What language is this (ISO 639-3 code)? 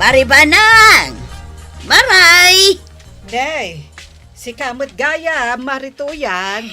ilo